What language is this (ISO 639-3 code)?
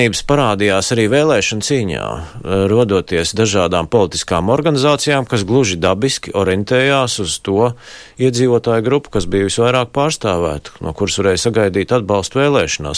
lav